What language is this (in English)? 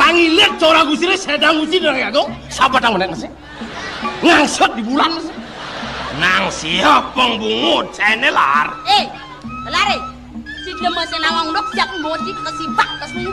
Balinese